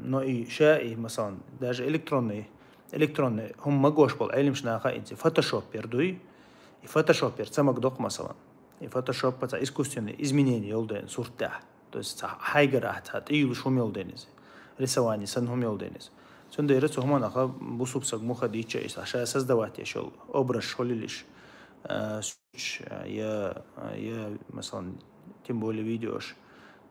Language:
Chechen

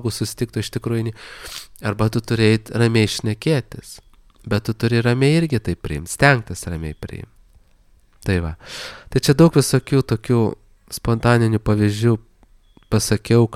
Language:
Lithuanian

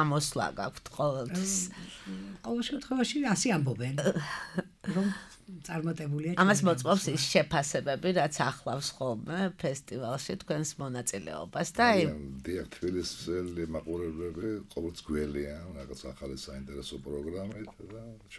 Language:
Georgian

